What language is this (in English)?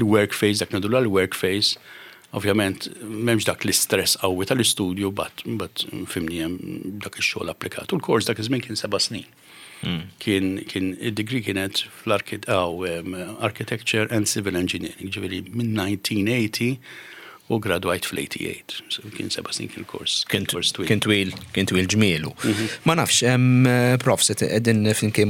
Maltese